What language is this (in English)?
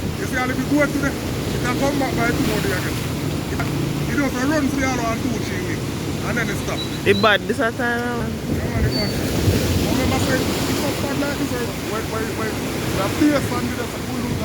Jamaican Creole English